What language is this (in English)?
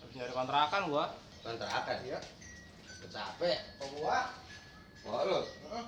Betawi